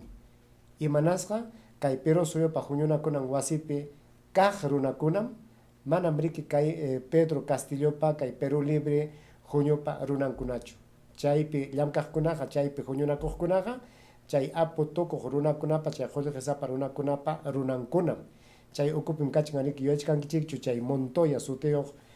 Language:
Ayacucho Quechua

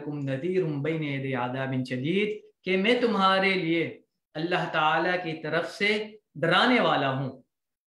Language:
Urdu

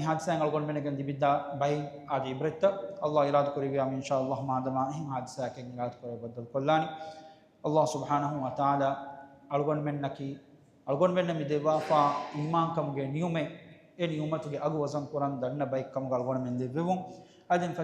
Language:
Divehi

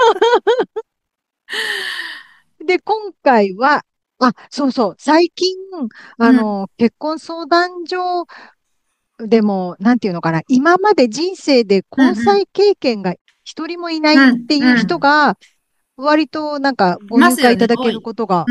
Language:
Japanese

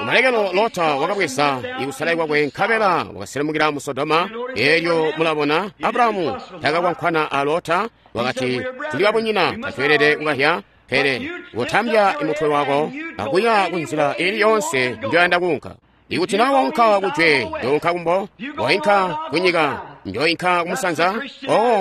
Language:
Tonga (Zambia)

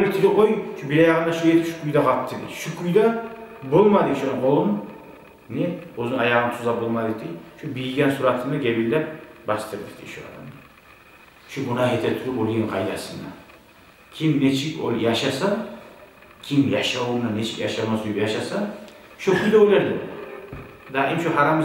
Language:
Kumyk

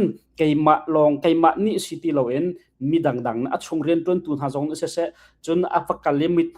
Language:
Hakha Chin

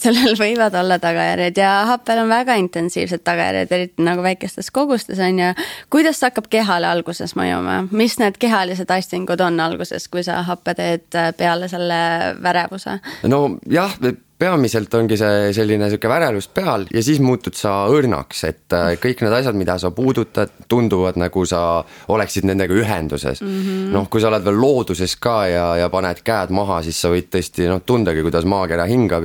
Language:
Estonian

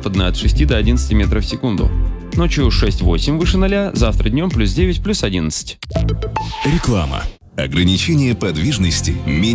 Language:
Russian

